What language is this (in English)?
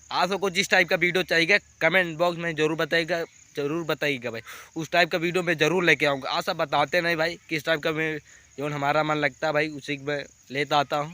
Awadhi